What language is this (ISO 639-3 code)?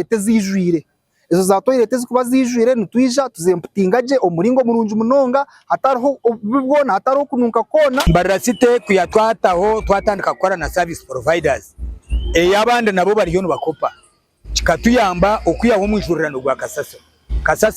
nyn